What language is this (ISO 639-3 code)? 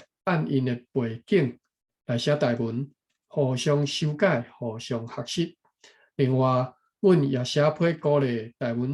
nan